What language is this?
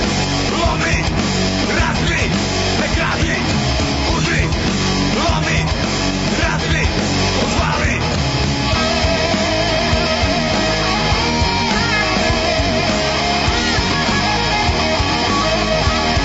Serbian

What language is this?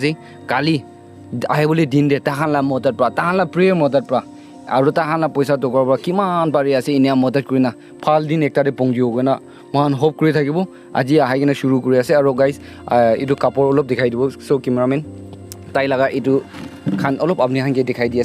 Naga Pidgin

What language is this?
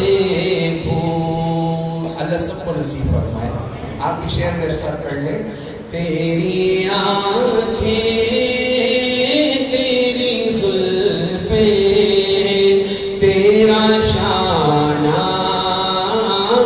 Urdu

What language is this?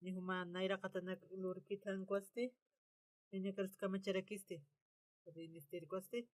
Aymara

